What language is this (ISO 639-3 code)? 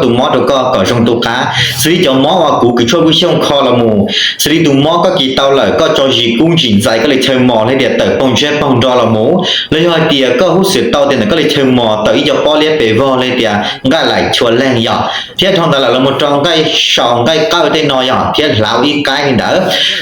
hmn